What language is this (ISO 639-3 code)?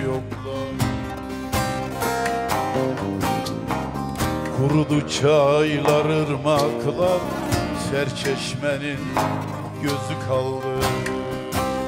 tur